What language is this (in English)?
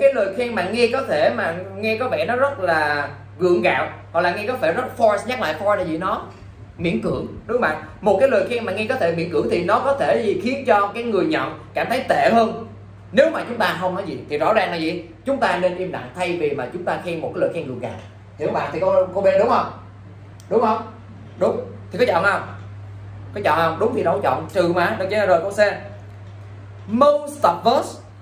Vietnamese